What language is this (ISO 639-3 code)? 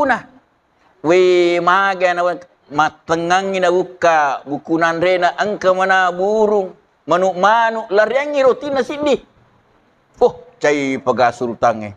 bug